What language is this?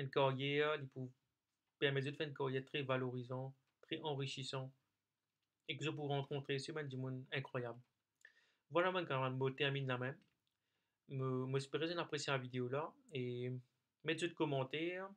Morisyen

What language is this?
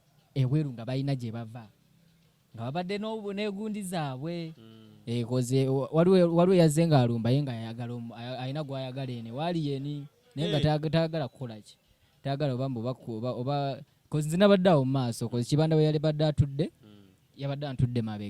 Ganda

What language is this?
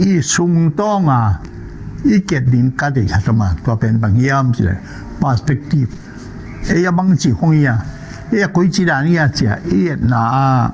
Tedim Chin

